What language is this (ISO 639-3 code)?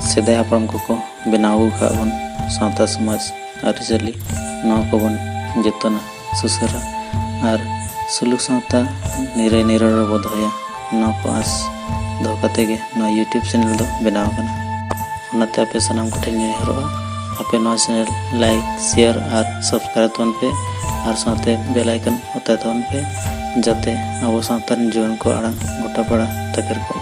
sat